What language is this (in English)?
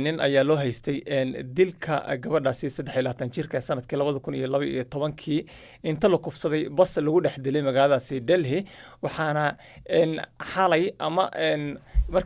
Somali